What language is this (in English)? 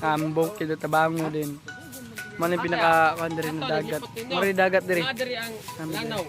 Cebuano